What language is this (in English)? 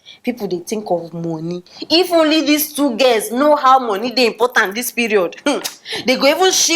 Nigerian Pidgin